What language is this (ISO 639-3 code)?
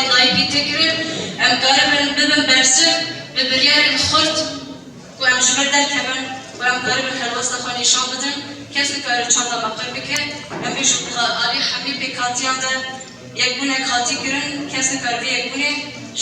kur